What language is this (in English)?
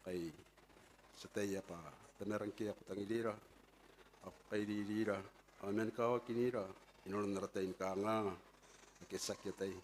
Gilbertese